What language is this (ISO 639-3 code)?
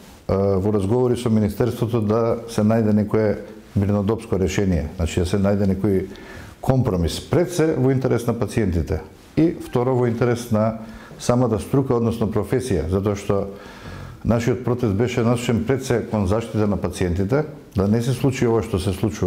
mkd